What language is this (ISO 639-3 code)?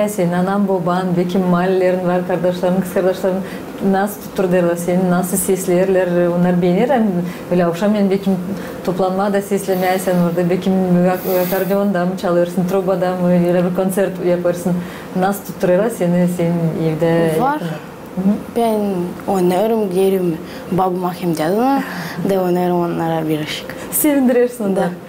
gag